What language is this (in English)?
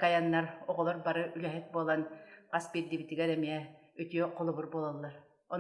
Yakut